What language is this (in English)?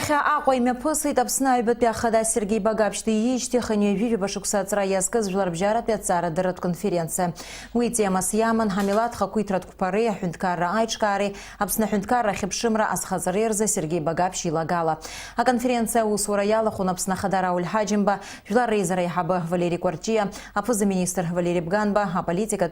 Abkhazian